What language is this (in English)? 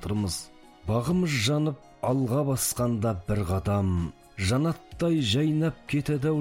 Kazakh